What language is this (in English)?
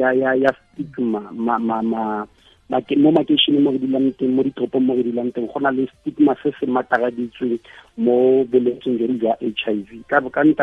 Tswana